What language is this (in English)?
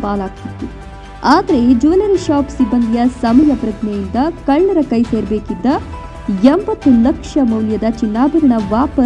Kannada